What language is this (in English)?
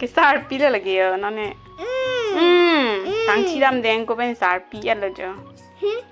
Karbi